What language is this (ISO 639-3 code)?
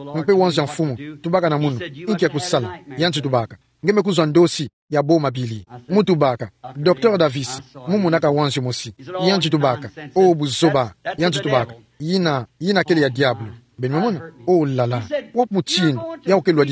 ktu